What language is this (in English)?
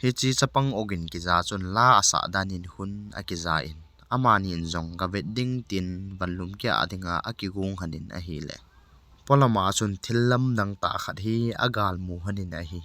Thado Chin